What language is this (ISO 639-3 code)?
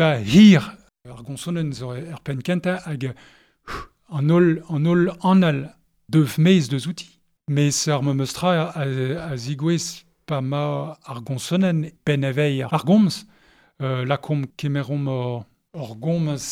bre